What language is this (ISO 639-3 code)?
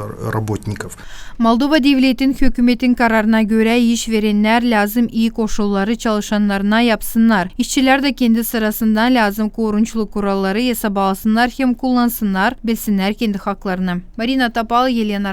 gag